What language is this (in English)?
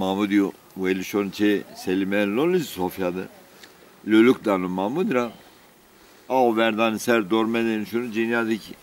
Zaza